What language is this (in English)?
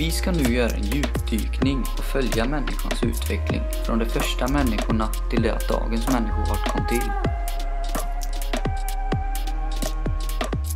Swedish